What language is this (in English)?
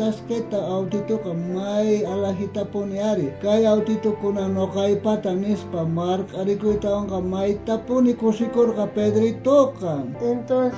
South Bolivian Quechua